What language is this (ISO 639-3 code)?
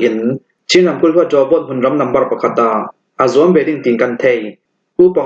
cnh